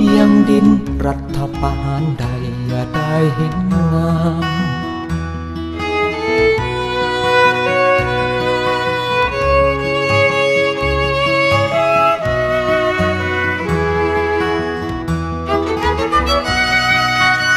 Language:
Thai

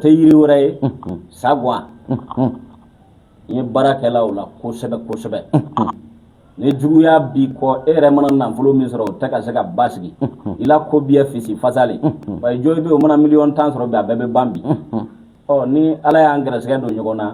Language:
Bambara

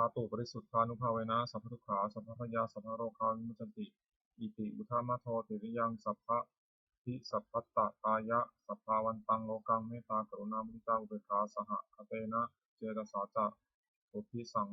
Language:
Pali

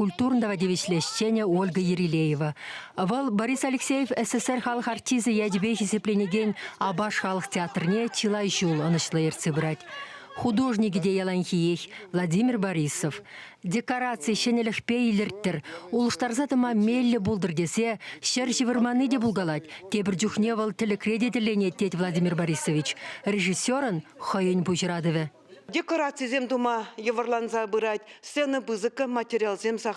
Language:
Chuvash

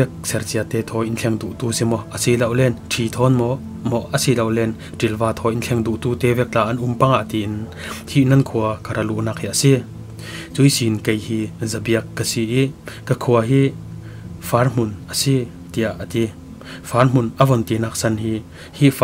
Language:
Falam Chin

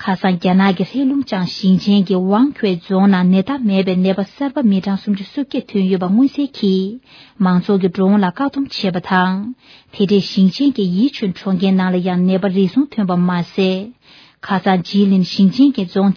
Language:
Tibetan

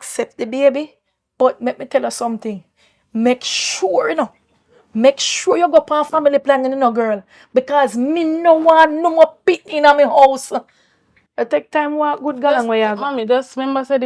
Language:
Jamaican Creole English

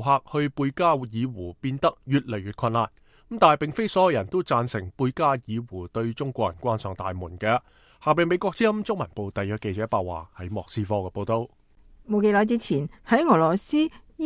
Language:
Cantonese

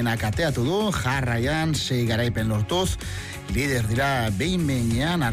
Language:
Basque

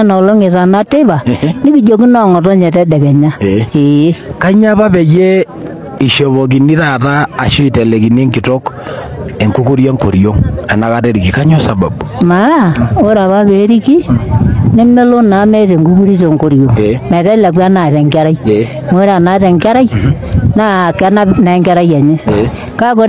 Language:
Masai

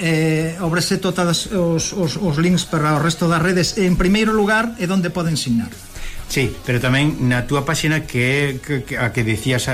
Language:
Galician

